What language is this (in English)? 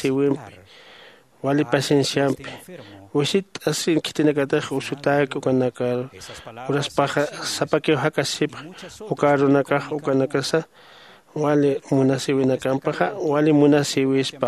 Aymara